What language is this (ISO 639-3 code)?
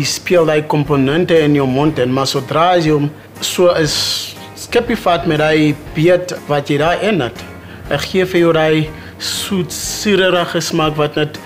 afr